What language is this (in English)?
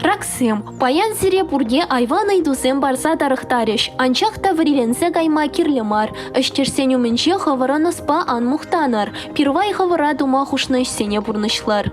Chuvash